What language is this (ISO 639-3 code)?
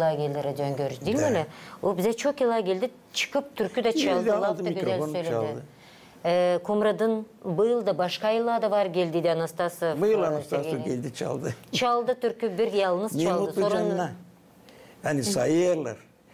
gag